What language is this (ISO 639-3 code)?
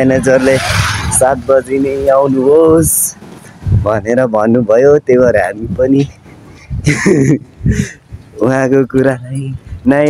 nep